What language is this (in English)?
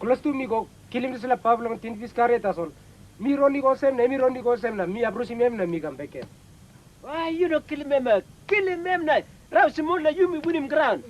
Tok Pisin